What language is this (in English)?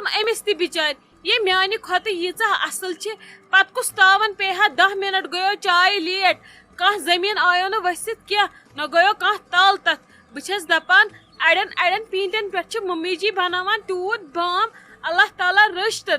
Kashmiri